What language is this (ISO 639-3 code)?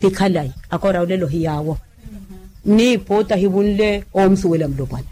vmw